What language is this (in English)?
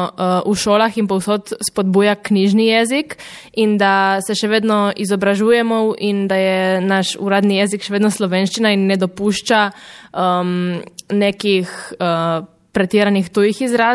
Slovenian